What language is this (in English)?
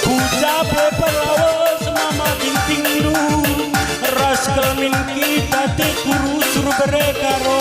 Batak Karo